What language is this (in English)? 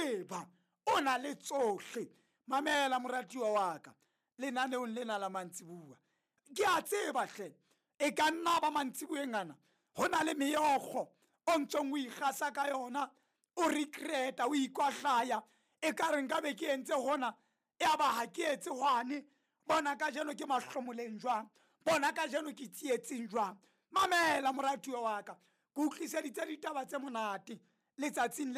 Southern Sotho